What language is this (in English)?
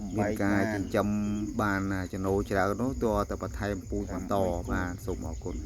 Khmer